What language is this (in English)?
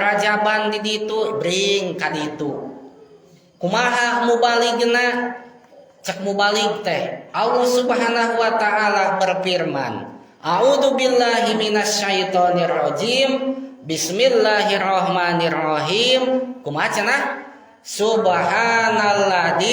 Sundanese